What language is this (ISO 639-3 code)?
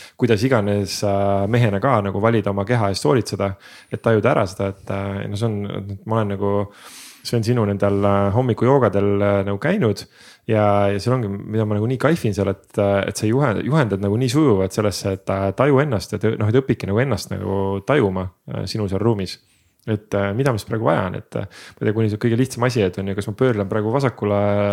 est